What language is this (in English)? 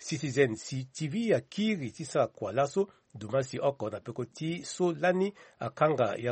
Sango